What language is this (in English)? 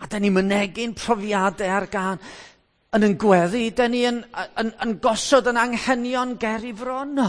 Welsh